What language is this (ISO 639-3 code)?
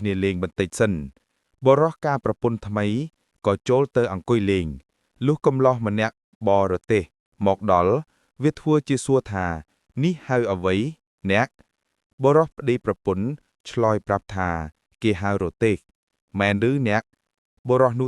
khm